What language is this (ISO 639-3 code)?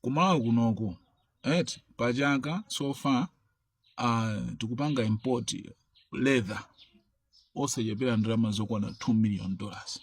nya